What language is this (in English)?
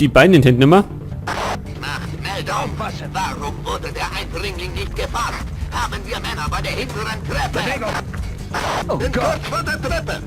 Bavarian